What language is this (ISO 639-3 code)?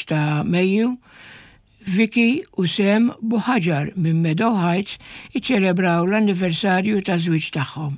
mlt